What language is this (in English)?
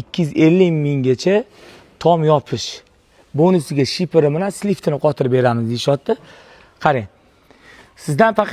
Uzbek